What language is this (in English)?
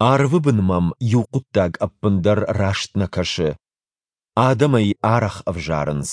Ossetic